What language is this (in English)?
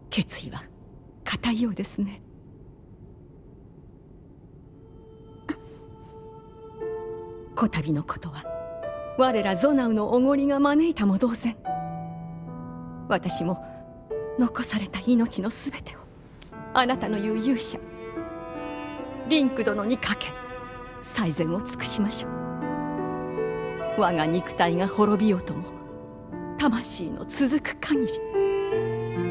Japanese